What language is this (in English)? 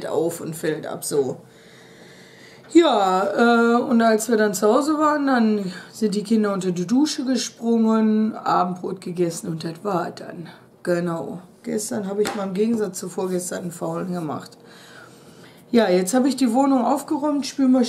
German